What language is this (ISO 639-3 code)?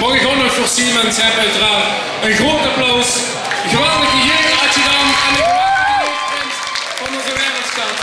lim